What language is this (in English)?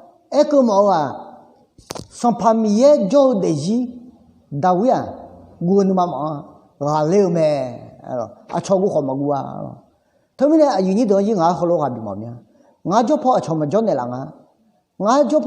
Akha